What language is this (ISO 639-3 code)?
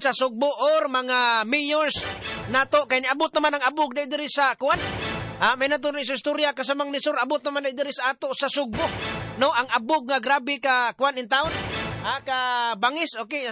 ceb